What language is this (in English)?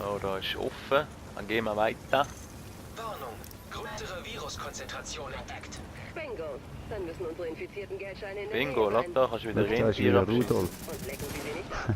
Swiss German